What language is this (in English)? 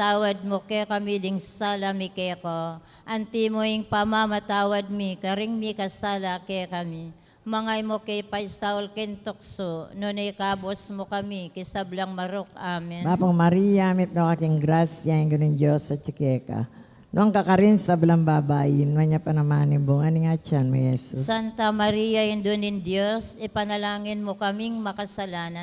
Pampanga